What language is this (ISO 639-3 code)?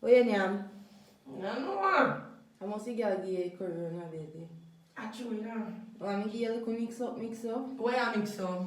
jam